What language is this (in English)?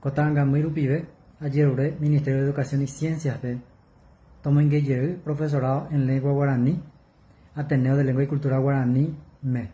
Guarani